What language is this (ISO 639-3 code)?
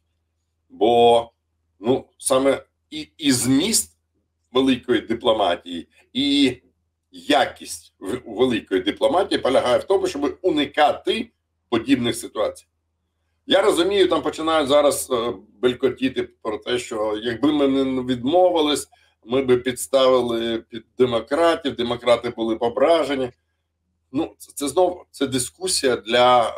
ukr